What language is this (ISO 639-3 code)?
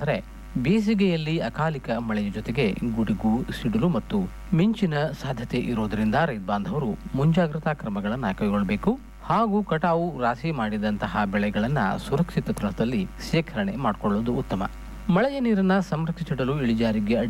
kan